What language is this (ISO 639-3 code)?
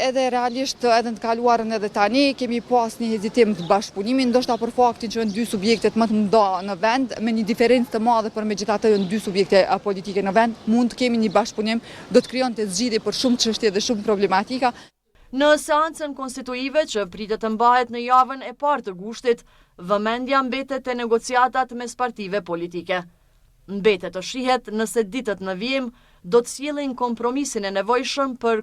sqi